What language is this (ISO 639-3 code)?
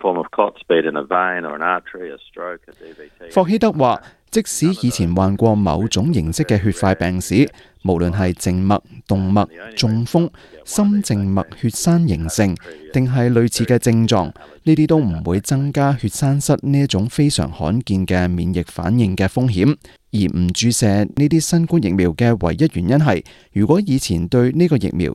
yue